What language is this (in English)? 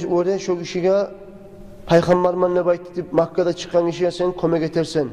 Kumyk